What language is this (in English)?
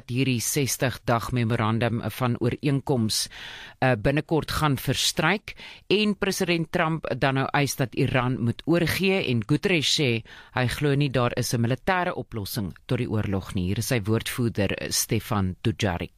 Afrikaans